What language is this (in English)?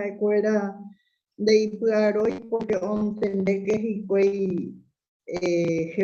Guarani